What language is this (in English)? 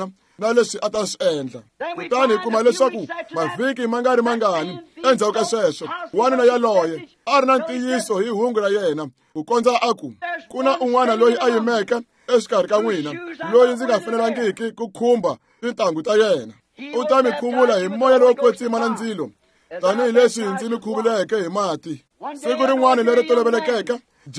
Tsonga